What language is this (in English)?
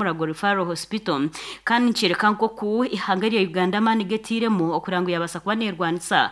Nyankole